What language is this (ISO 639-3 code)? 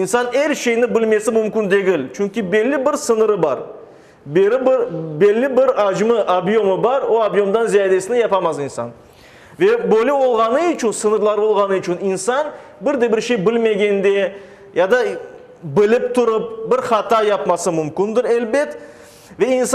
crh